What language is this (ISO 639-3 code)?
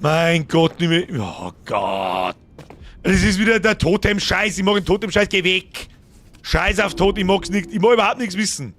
bar